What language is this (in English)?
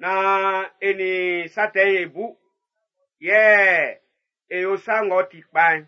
Baoulé